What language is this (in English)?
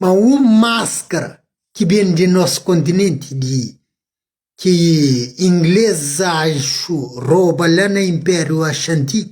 Kabuverdianu